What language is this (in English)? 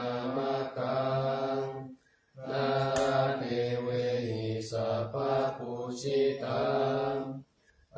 Pali